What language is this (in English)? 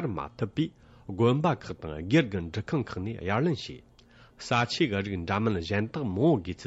Tibetan